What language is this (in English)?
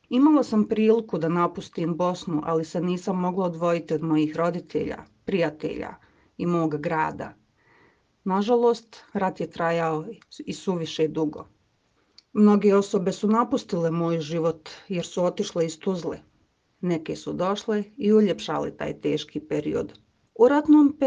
Croatian